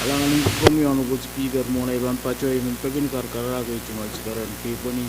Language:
Pohnpeian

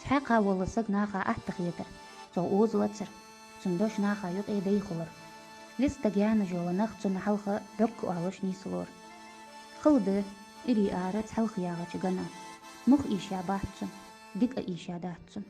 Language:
Ingush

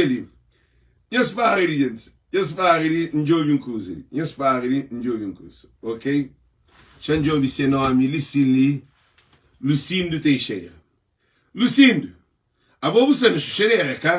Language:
Kabuverdianu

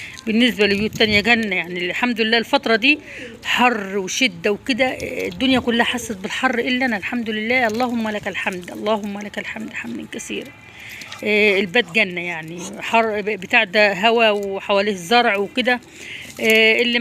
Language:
Egyptian Arabic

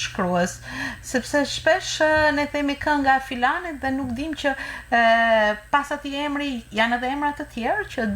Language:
Albanian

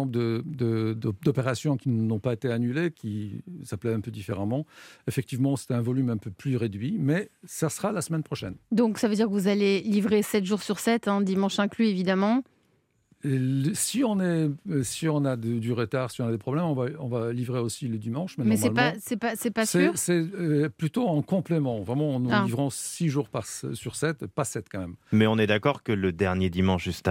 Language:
French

